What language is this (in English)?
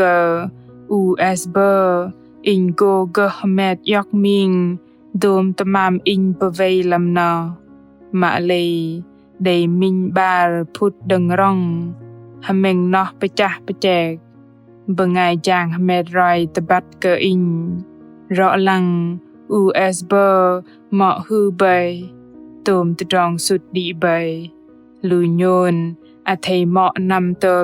Bahnar